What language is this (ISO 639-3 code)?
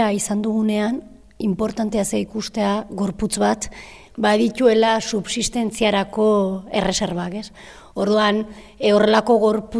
eus